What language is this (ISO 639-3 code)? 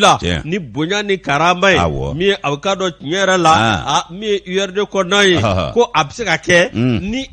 bam